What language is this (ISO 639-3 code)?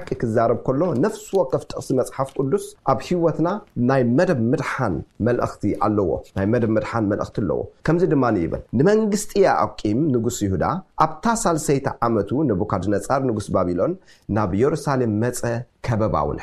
tir